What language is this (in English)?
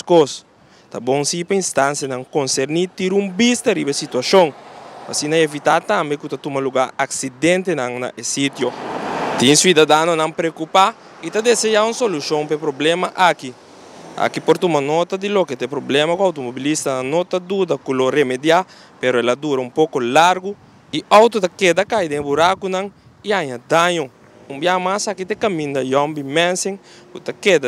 Papiamento